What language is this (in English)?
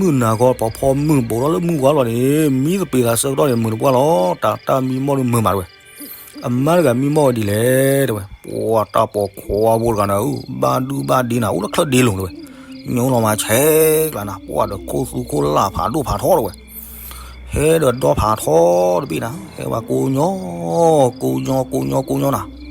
S'gaw Karen